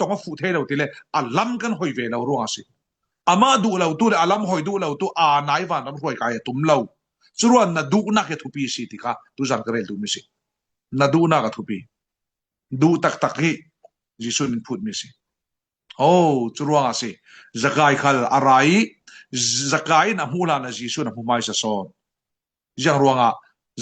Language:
Falam Chin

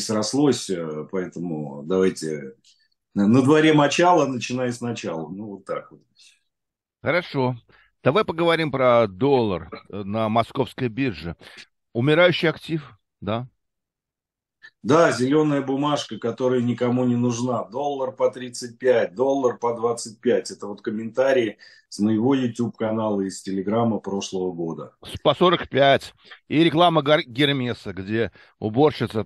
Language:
Russian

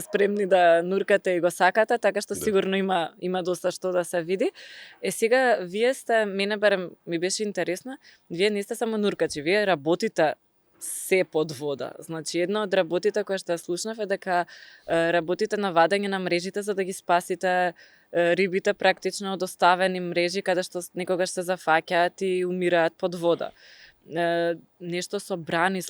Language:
Macedonian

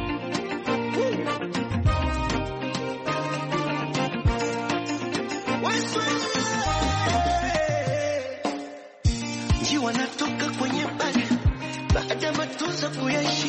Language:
Swahili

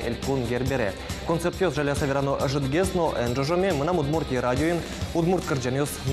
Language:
Udmurt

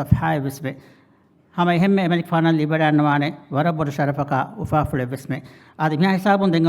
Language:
Divehi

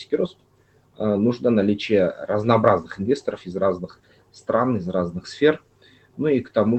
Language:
Russian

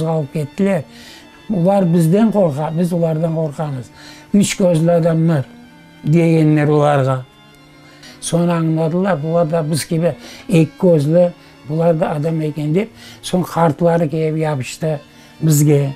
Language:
Crimean Tatar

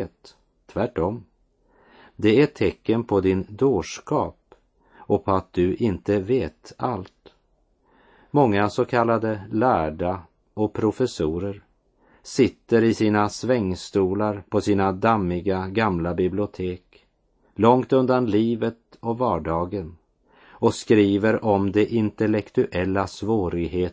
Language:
Swedish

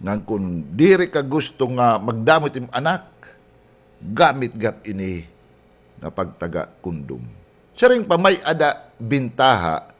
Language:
Waray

